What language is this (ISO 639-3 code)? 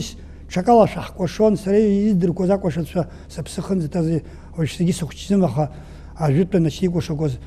abk